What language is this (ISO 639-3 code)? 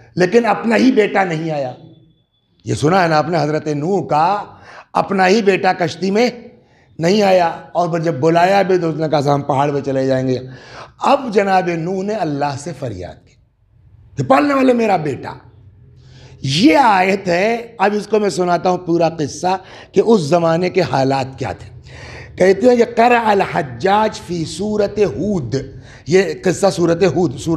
urd